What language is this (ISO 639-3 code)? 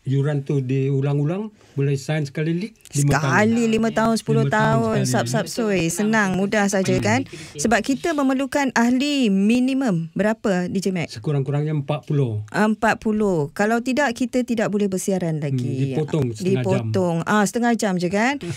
msa